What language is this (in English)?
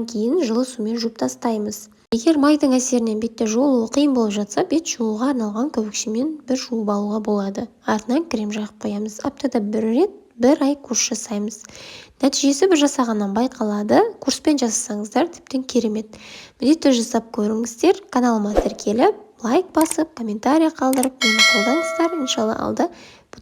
Kazakh